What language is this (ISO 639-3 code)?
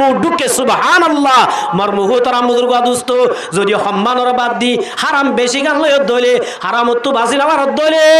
rhg